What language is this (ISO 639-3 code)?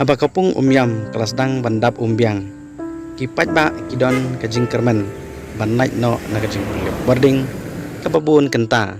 kha